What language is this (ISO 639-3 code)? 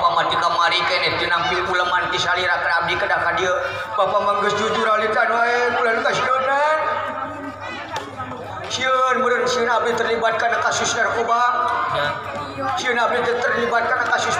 sun